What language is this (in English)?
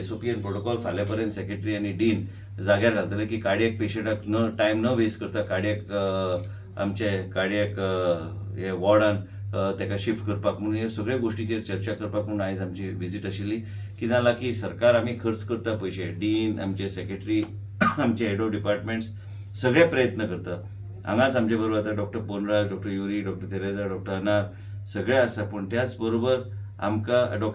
Konkani